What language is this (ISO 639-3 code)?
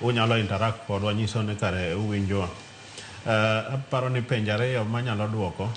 luo